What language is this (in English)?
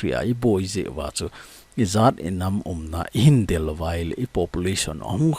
Thado Chin